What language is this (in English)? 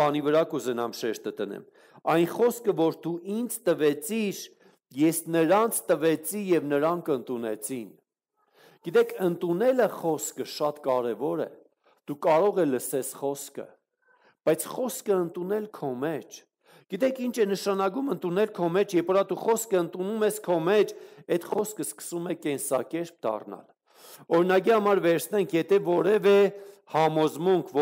Armenian